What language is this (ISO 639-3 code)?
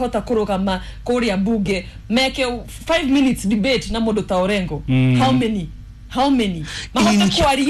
kik